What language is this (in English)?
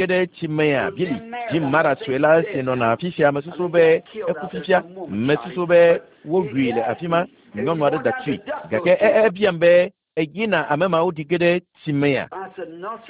Ewe